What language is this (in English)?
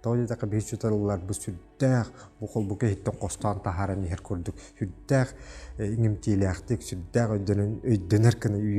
Yakut